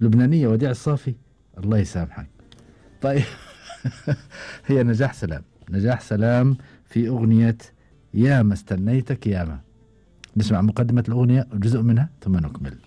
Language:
Gulf Arabic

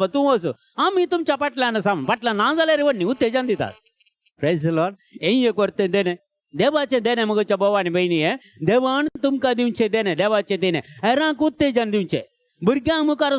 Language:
Konkani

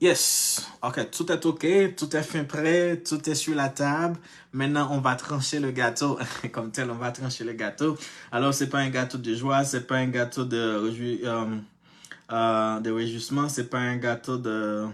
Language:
Haitian Creole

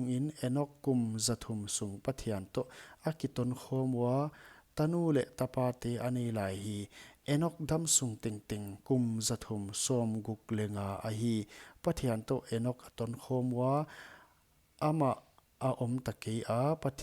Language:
Paite Chin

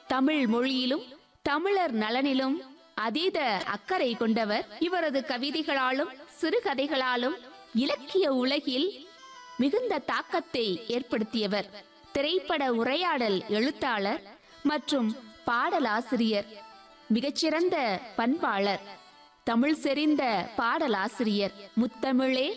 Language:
Tamil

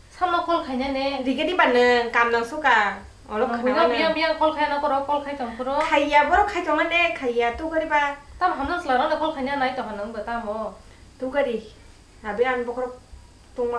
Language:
Kok Borok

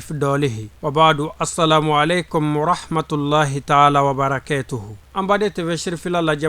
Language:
Bambara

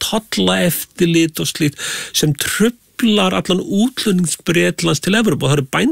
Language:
Icelandic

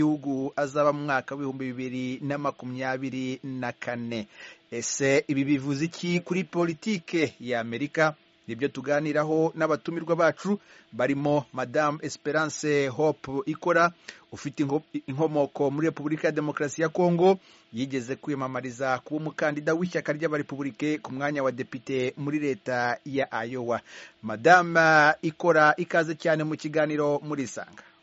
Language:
Kinyarwanda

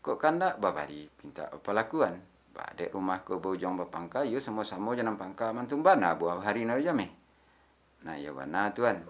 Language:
Minangkabau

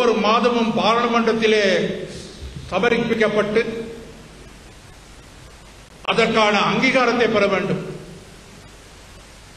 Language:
Tamil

